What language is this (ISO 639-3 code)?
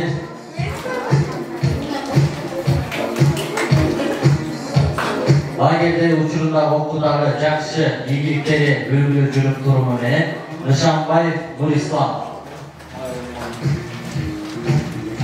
kir